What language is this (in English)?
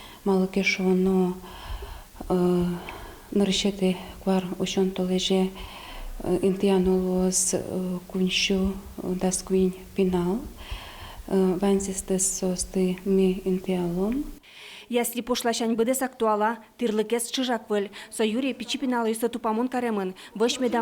Udmurt